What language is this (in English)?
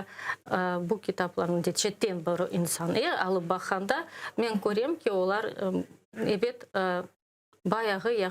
Crimean Tatar